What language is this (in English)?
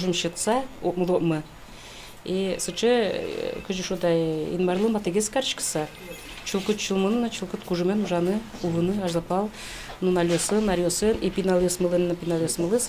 Udmurt